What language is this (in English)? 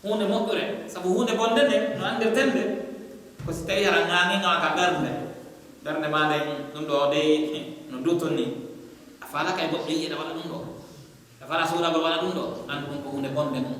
Pular